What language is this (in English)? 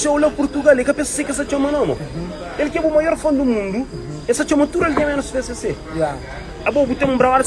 Kabuverdianu